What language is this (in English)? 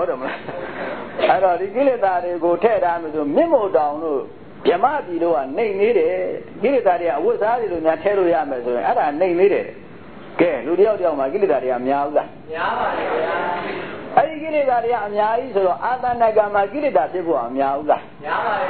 Burmese